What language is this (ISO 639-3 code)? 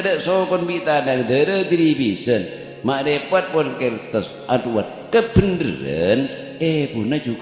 mad